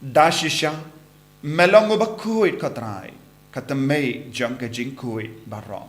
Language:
Khasi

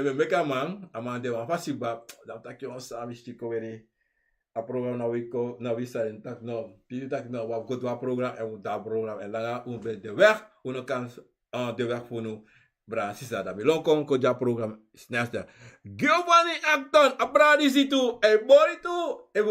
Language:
Sranan Tongo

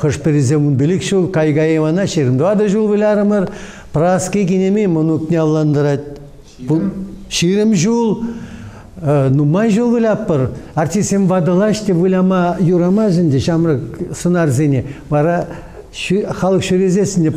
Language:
Chuvash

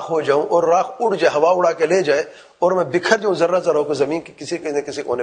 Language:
Urdu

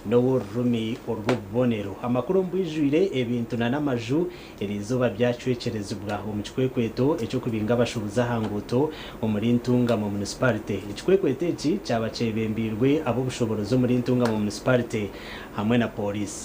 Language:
Nyankole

